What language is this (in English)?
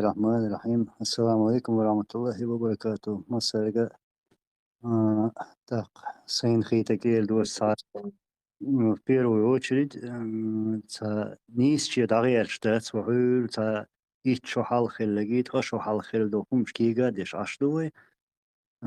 Chechen